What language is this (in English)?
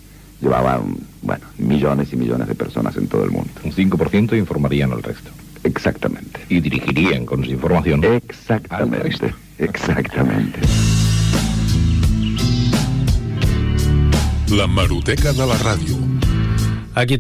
Spanish